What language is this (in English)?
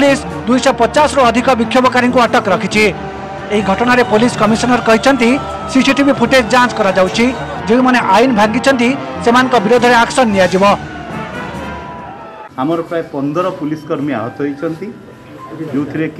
Odia